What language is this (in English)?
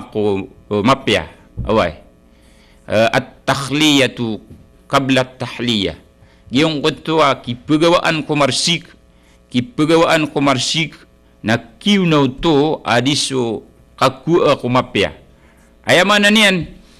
Maranao